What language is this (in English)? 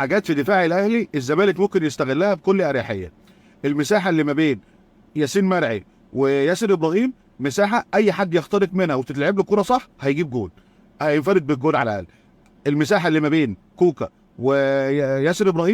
Egyptian Arabic